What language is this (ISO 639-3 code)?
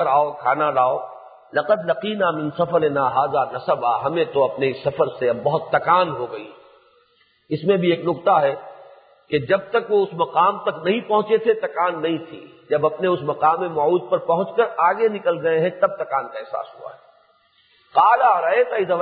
urd